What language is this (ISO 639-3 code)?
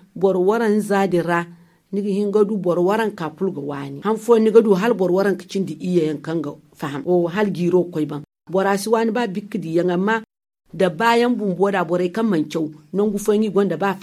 dje